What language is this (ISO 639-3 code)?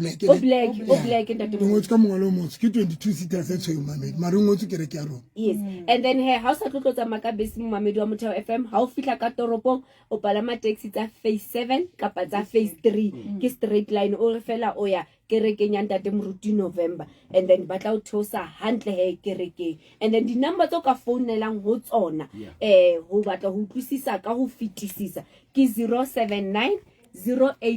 sot